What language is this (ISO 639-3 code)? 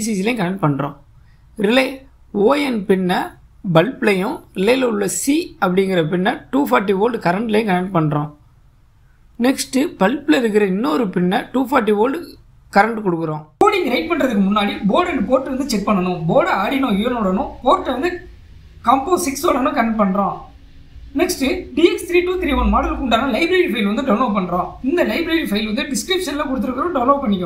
tam